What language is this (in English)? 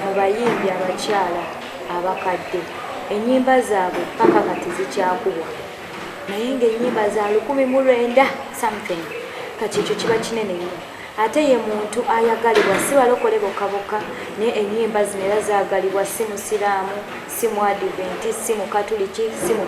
Ganda